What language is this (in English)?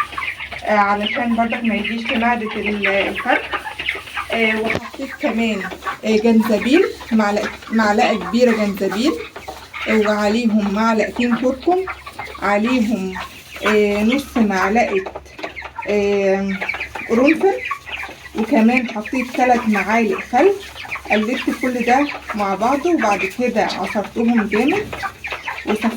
Egyptian Arabic